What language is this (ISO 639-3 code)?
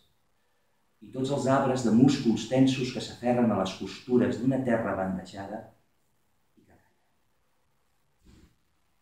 cat